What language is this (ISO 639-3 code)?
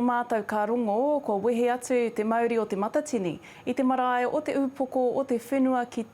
mri